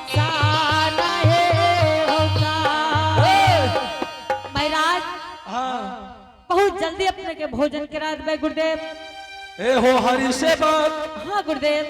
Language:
Angika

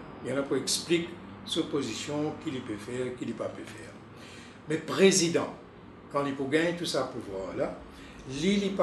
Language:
Morisyen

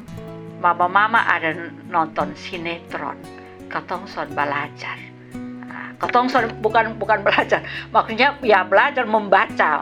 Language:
Kupang Malay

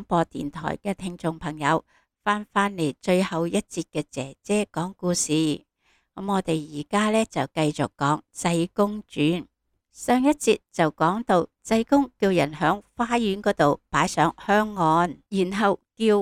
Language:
Cantonese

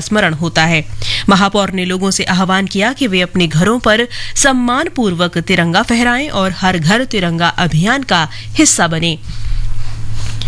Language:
Hindi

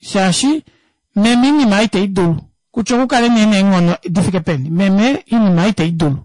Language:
Kuanyama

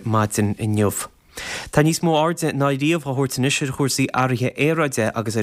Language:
Irish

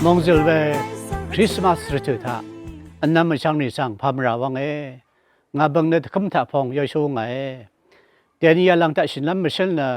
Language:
Rawang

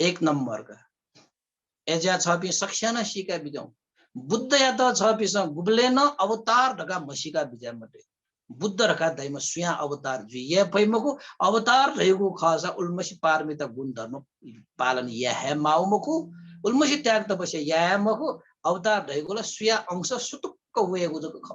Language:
Newari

